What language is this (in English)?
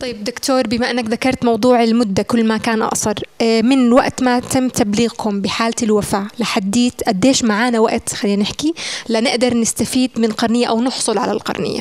North Levantine Arabic